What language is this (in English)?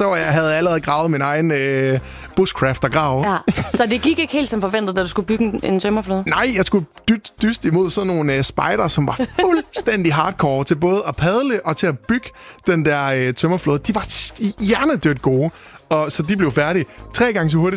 Danish